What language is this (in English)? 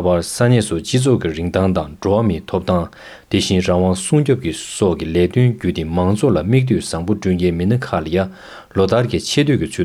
Tibetan